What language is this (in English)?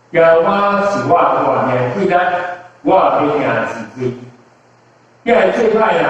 Min Nan Chinese